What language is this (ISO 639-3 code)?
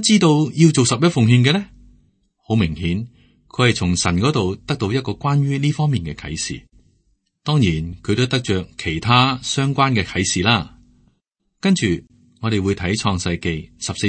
yue